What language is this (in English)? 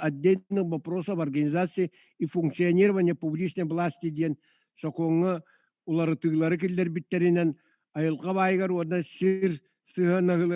Yakut